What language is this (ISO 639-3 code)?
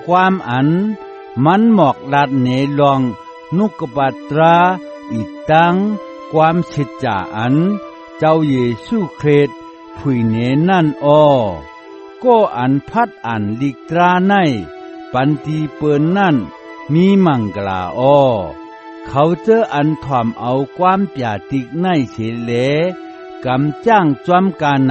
shn